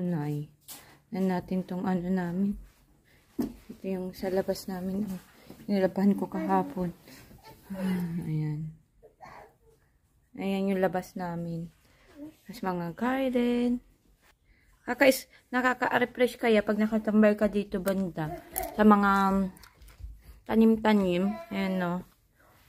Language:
Filipino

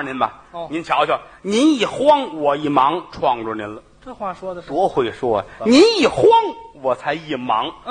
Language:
Chinese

